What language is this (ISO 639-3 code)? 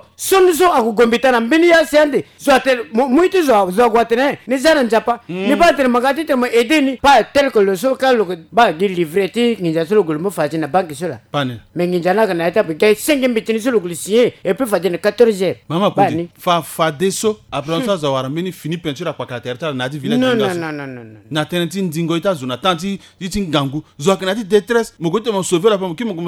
sag